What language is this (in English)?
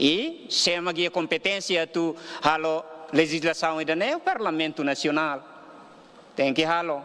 Tetum